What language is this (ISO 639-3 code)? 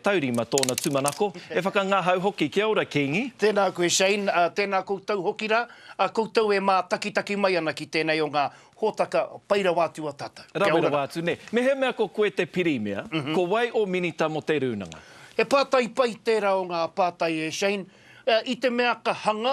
mri